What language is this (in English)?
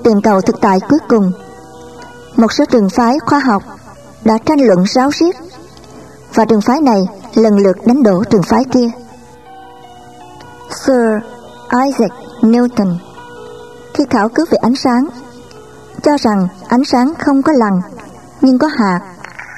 Vietnamese